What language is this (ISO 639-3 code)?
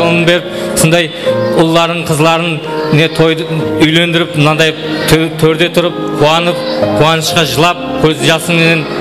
kaa